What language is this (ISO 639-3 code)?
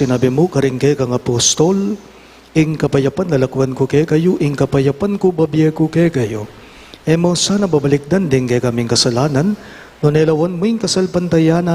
pam